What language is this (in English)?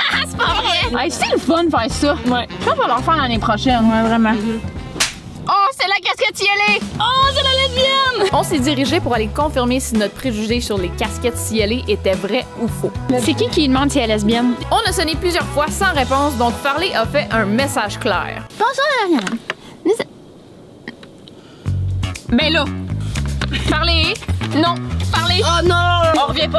French